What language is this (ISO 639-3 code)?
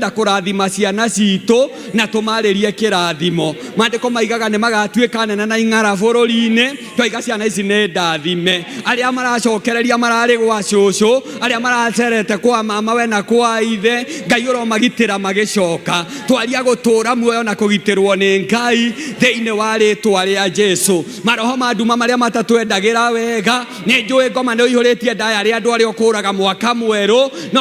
kik